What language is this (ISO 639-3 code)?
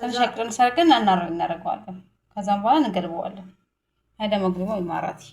amh